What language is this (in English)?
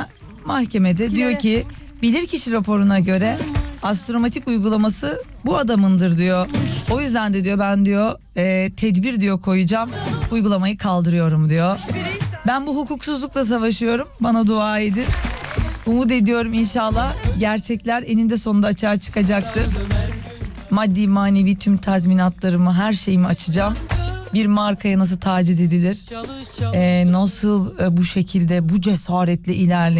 Turkish